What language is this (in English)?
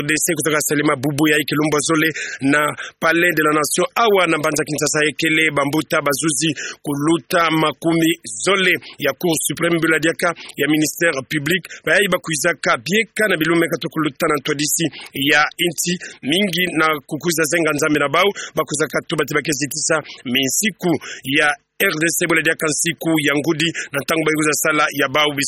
Kituba (Democratic Republic of Congo)